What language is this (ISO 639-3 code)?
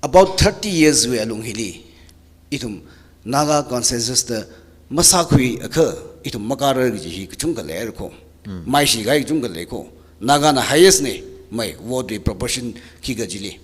nmf